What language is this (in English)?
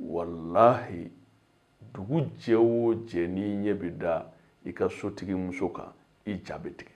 Bambara